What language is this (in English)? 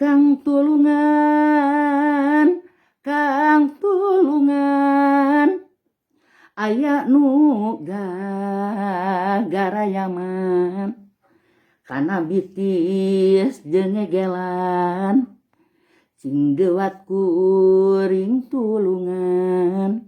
Sundanese